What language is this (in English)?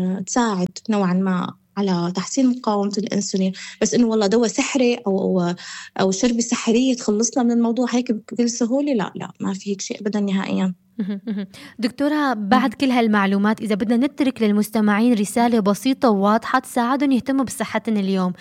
North Levantine Arabic